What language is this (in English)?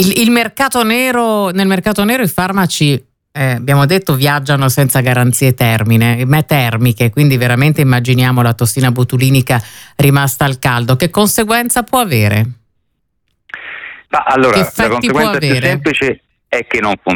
Italian